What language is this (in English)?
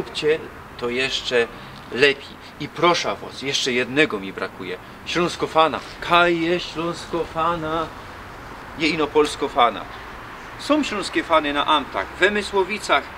Silesian